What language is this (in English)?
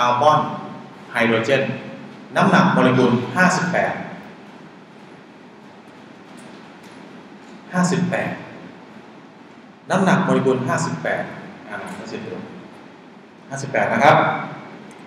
Thai